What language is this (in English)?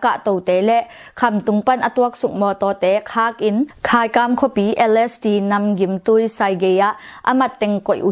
Tedim Chin